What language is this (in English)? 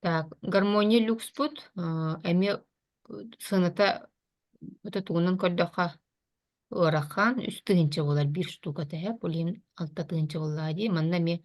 Yakut